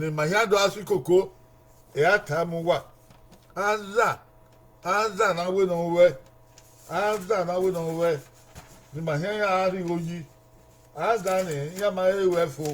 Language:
Bini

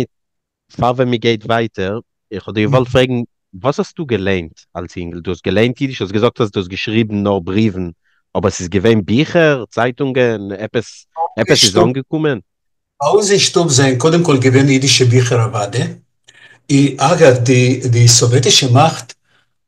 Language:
Yiddish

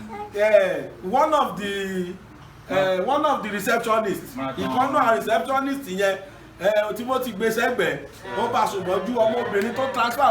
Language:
Yoruba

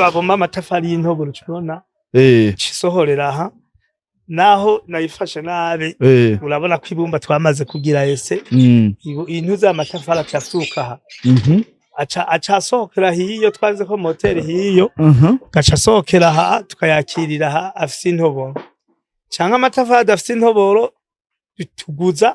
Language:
Rundi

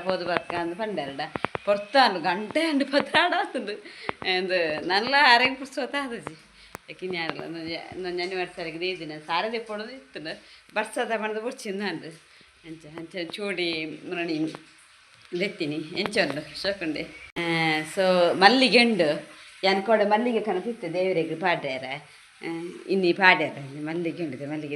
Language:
Tulu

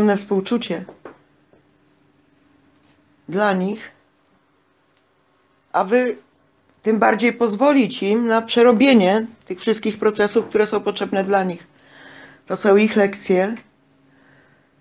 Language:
Polish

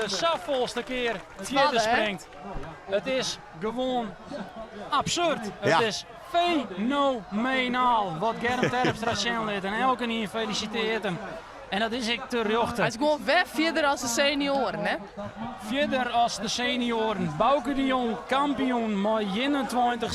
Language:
Western Frisian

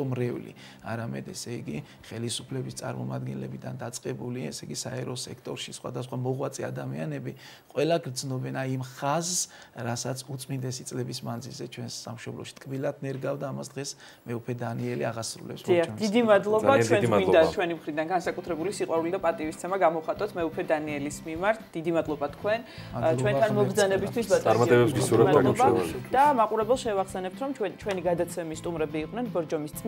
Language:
Georgian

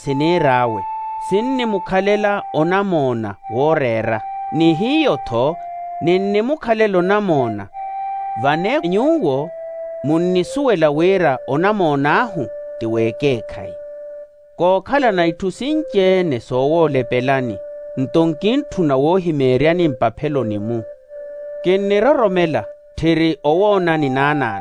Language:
Makhuwa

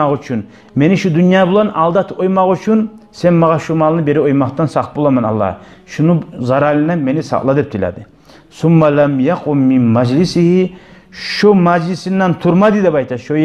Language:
Kumyk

